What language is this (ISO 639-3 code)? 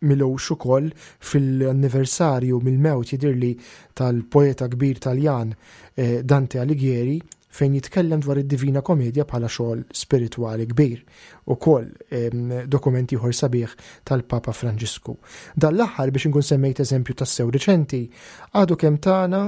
mlt